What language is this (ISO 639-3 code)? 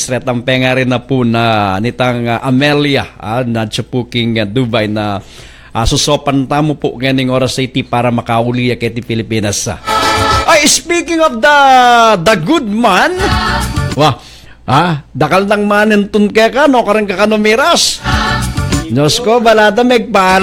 pam